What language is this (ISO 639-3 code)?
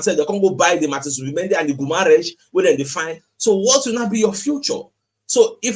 pcm